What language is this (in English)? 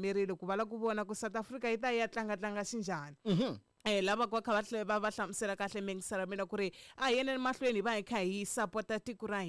Tsonga